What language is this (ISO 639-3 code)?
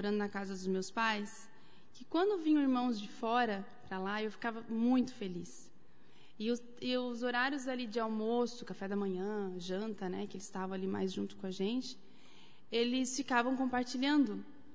por